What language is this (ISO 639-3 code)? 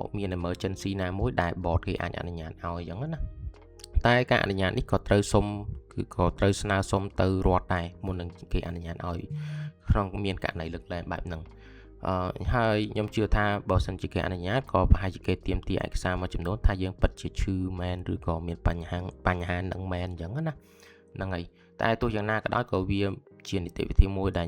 khm